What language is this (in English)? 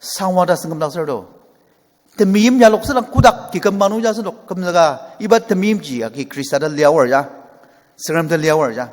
Ao Naga